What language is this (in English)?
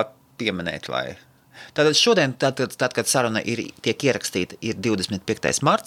Latvian